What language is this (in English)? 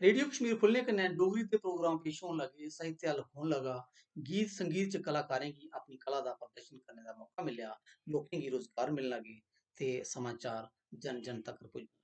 Dogri